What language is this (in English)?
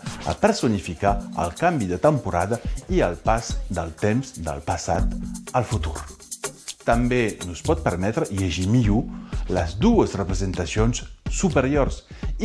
Catalan